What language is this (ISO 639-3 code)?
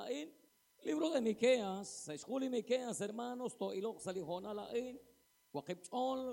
kek